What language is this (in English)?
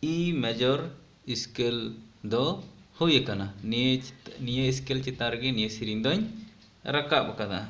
Santali